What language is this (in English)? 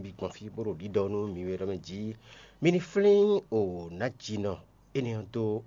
Fon